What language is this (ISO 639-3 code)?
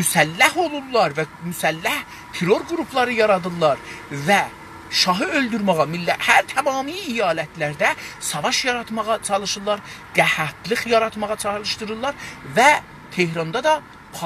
azb